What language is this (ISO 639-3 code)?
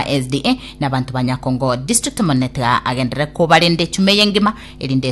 guz